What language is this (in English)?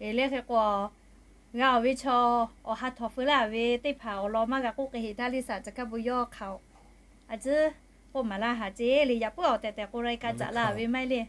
Lahu